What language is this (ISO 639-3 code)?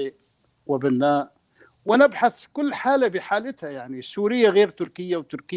apc